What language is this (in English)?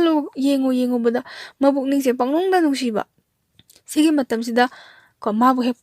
Manipuri